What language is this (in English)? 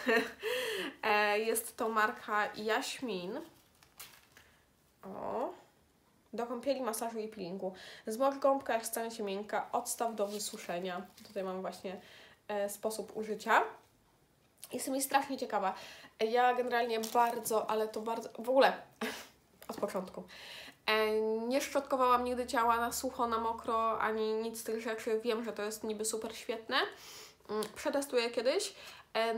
Polish